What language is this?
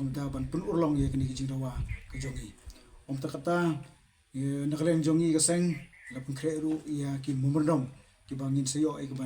Khasi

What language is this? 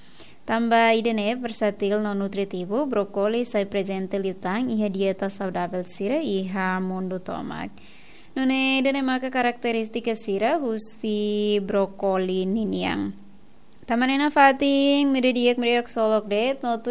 Tetum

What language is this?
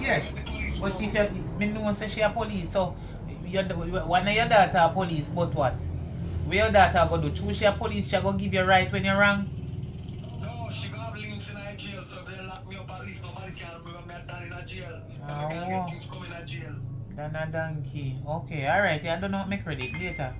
Jamaican Creole English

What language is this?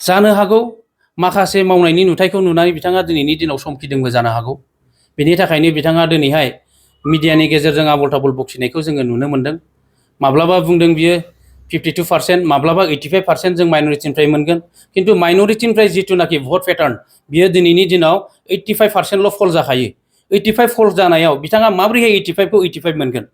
Bodo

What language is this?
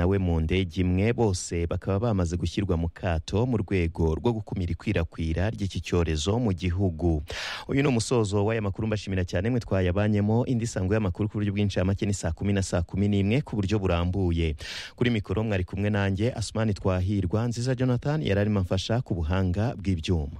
Kinyarwanda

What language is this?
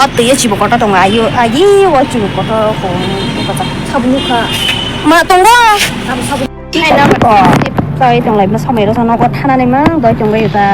Kok Borok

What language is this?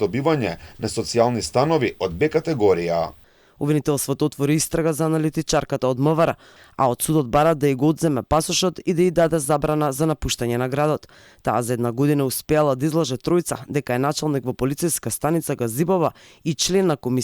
Macedonian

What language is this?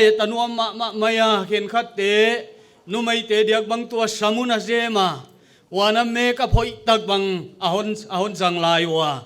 Paite Chin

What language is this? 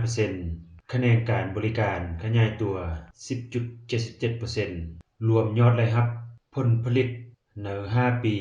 Lao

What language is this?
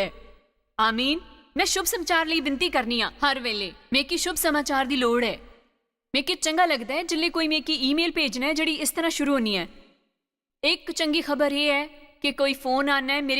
Dogri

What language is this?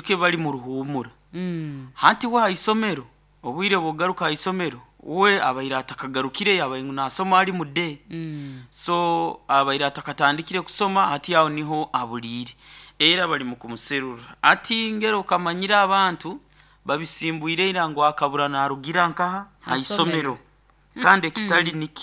Nyankole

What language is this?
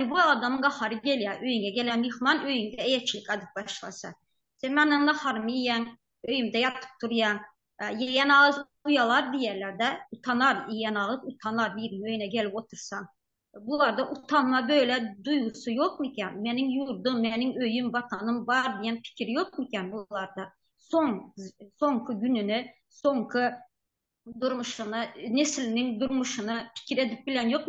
Turkmen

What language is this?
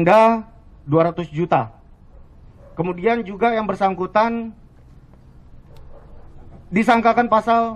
Indonesian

